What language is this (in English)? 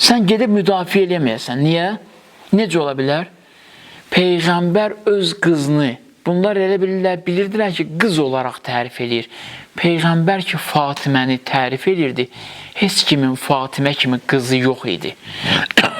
Azerbaijani